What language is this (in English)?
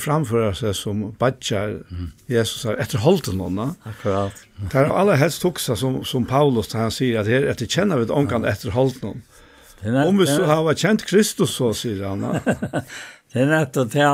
Faroese